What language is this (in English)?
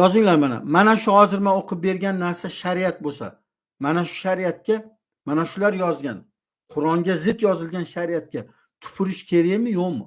Uzbek